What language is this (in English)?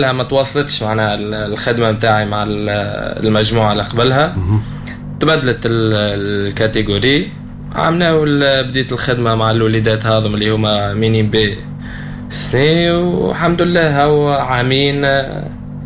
Tunisian Arabic